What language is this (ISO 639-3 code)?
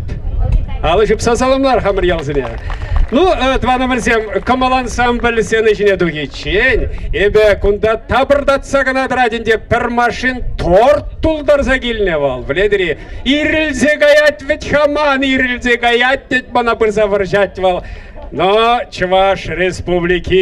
chv